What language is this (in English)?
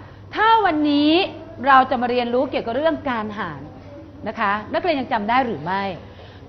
Thai